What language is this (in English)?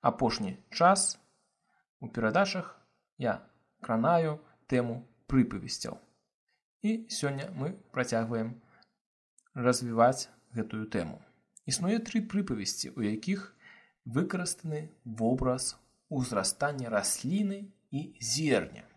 Belarusian